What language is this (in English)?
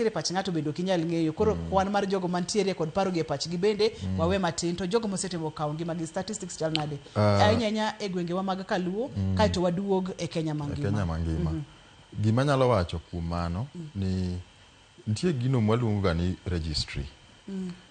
Luo (Kenya and Tanzania)